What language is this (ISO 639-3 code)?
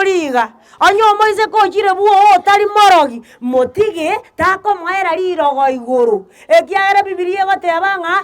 guz